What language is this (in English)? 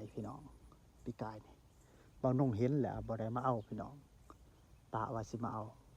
Northeastern Thai